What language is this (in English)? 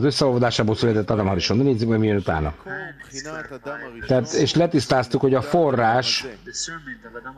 Hungarian